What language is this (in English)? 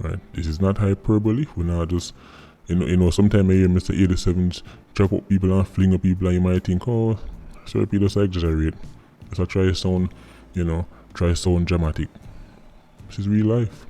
Jamaican Creole English